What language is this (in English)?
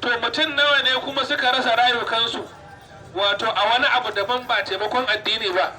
Hausa